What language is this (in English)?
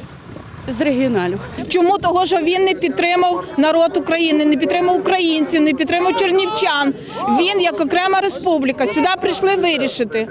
Ukrainian